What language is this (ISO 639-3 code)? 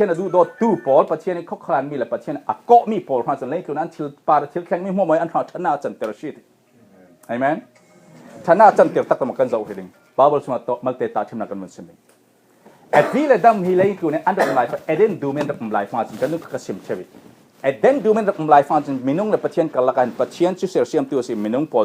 cfm